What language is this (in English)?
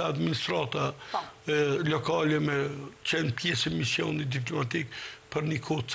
Albanian